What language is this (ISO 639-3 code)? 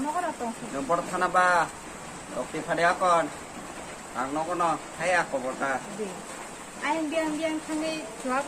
trp